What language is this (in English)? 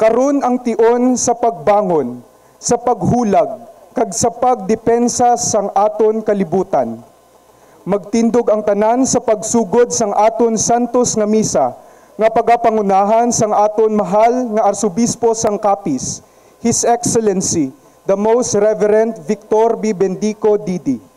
Hiligaynon